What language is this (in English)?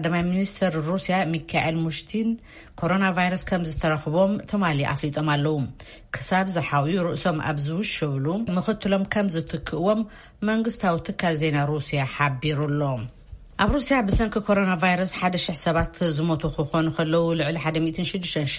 Tigrinya